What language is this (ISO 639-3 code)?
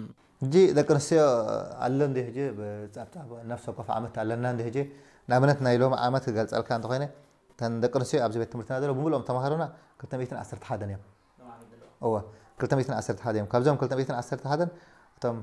tir